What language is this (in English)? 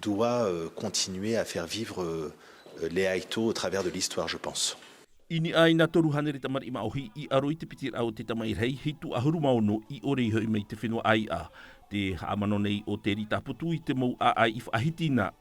Tahitian